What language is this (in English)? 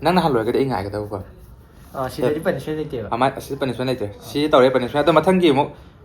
Manipuri